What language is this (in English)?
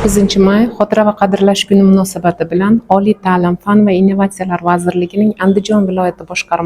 Uzbek